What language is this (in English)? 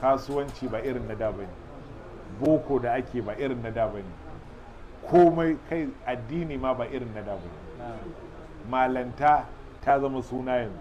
Hausa